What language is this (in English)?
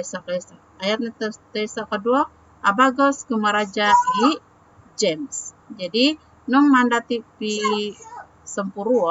Central Dusun